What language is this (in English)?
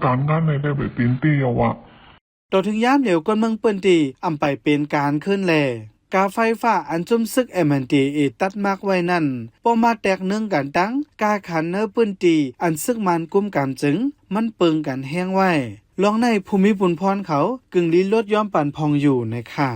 Shan